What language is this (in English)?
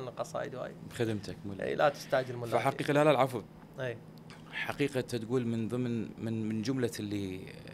Mesopotamian Arabic